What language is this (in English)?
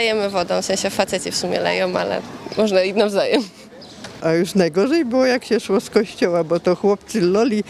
Silesian